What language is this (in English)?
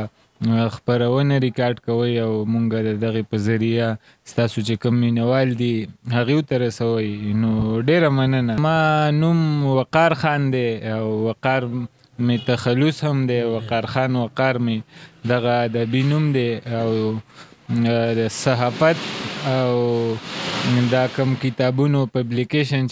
Pashto